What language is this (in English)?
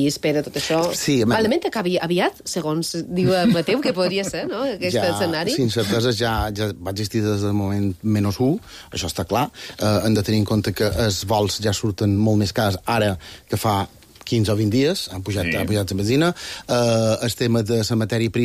Catalan